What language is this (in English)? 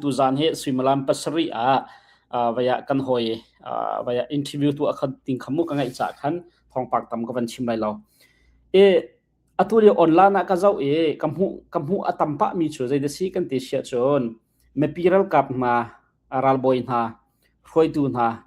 Hakha Chin